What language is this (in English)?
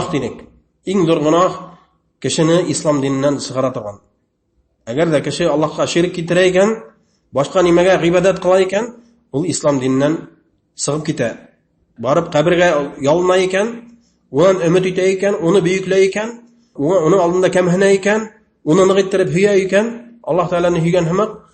Bashkir